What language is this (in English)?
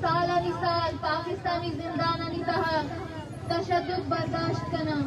Baluchi